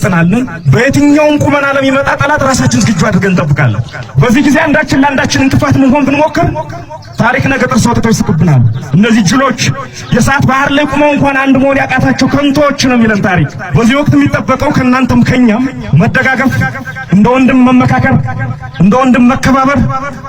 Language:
Amharic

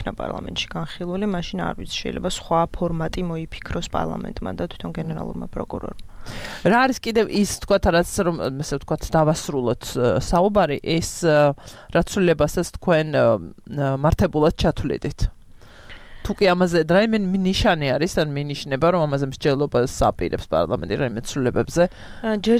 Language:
Georgian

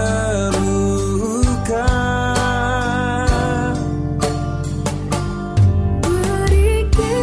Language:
Indonesian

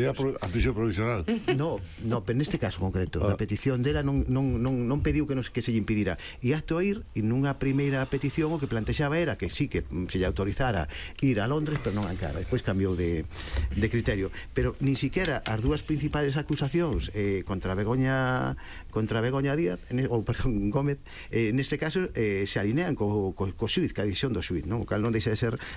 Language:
Galician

